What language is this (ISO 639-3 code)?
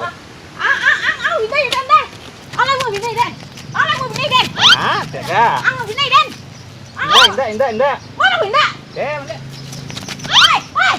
min